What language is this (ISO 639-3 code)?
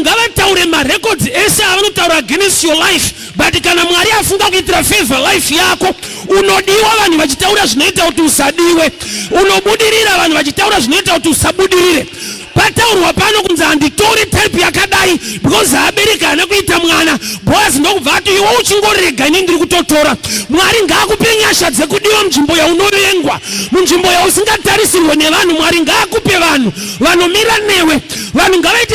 sna